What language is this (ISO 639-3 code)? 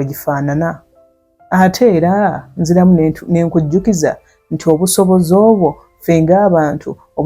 lug